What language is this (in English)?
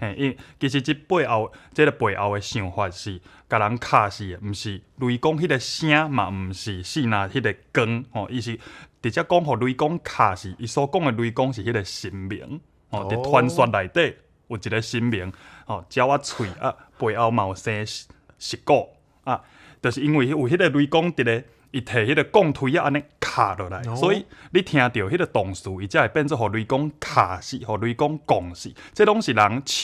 Min Nan Chinese